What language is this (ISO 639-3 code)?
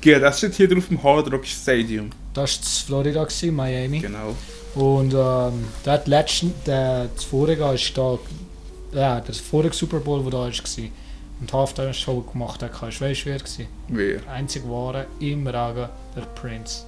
gsw